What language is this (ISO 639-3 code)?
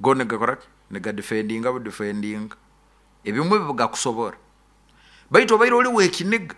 nyo